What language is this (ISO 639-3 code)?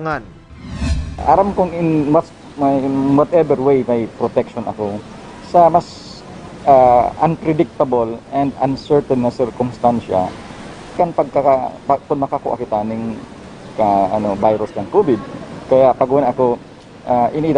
bik